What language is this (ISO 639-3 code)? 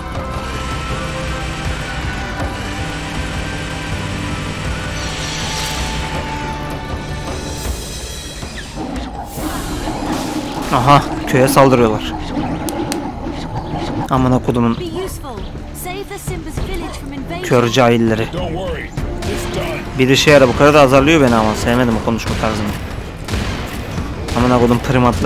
tur